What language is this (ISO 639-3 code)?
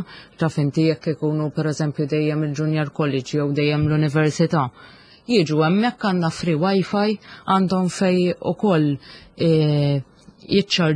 mlt